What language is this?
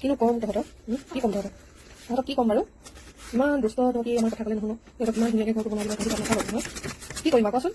Assamese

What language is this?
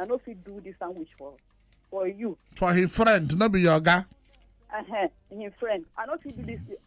Nigerian Pidgin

